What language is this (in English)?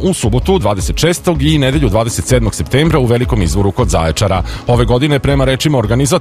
Serbian